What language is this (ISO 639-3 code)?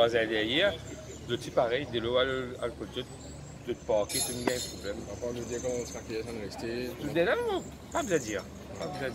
mfe